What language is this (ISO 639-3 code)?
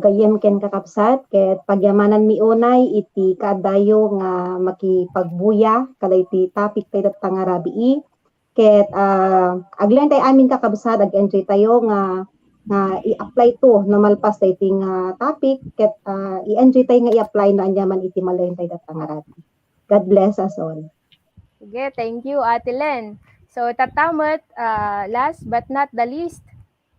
ilo